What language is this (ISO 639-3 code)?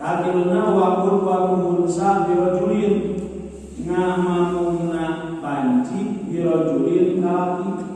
sun